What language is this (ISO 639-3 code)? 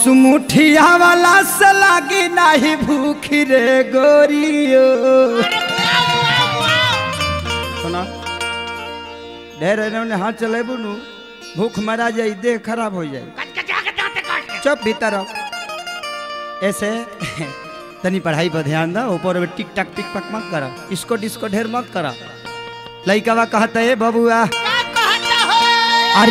bho